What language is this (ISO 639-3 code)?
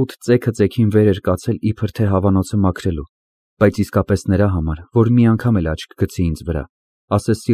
hye